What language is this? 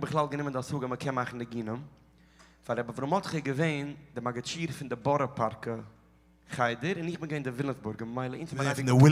Yiddish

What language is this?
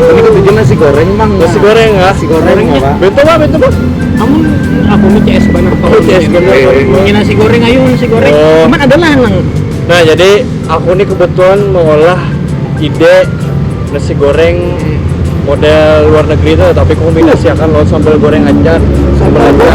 Banjar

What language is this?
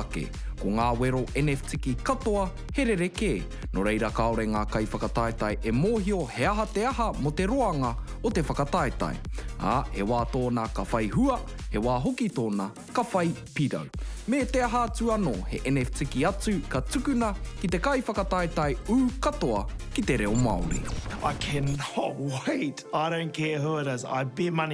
Māori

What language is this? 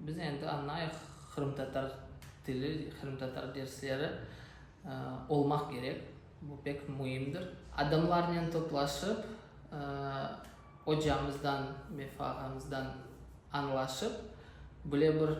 Crimean Tatar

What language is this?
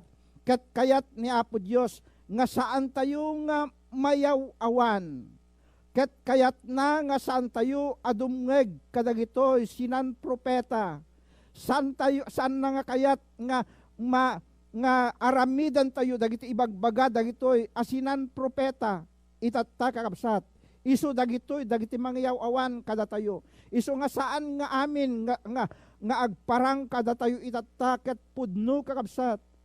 Iloko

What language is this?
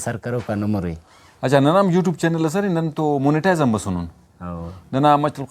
Brahui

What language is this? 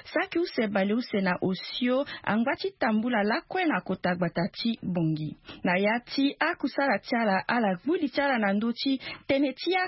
Sango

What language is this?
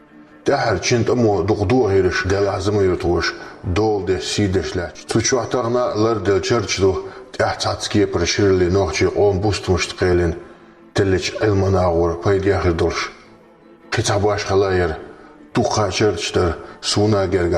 Chechen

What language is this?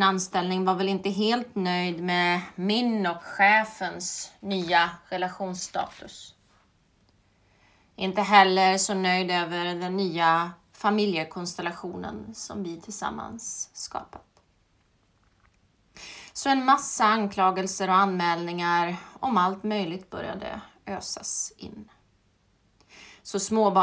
Swedish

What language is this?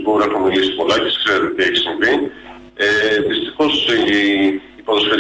Greek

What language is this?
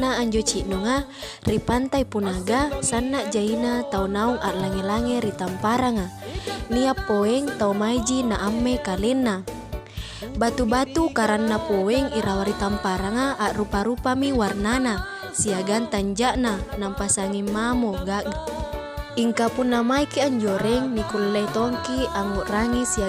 Makasar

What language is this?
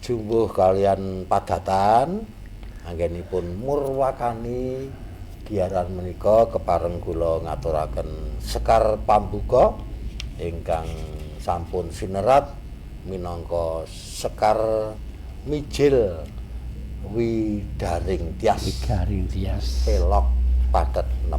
Javanese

